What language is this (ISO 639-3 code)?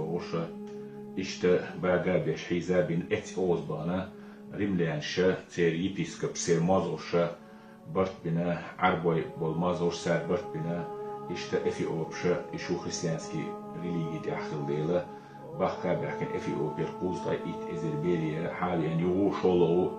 che